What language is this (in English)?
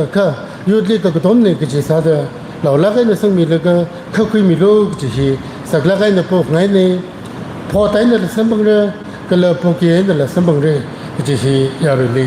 Tangkhul Naga (India)